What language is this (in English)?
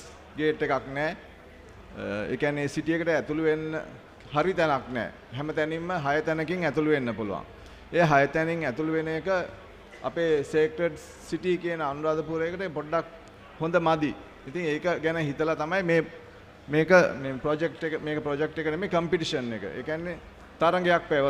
Sinhala